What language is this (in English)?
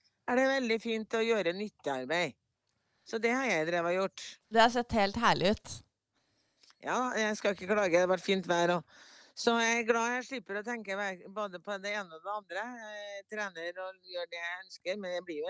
Norwegian